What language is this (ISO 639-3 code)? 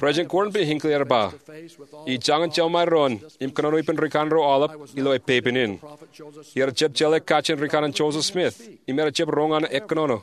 mah